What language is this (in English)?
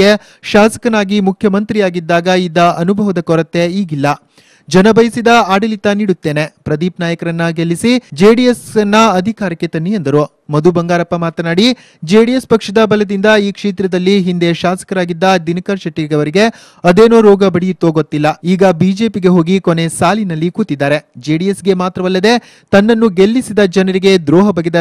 Kannada